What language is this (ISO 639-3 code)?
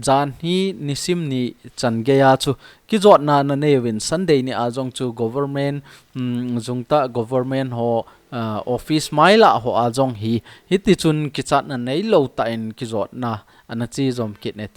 tcz